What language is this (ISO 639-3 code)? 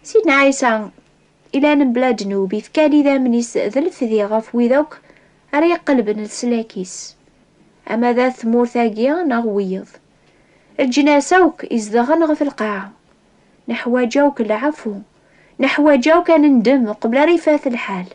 kab